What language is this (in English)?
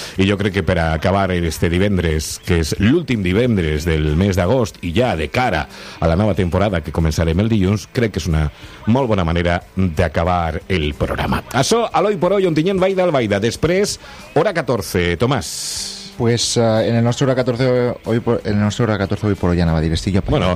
Catalan